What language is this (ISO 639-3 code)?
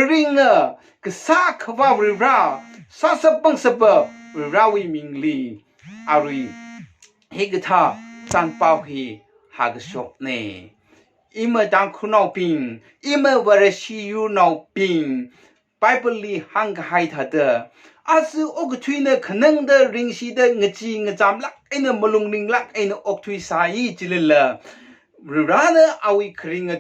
nmf